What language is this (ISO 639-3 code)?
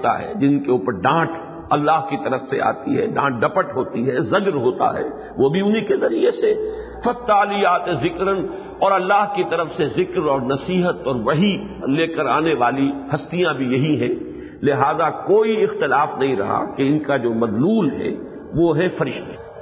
urd